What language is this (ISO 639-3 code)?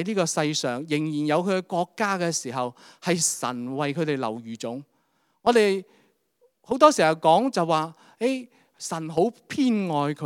yue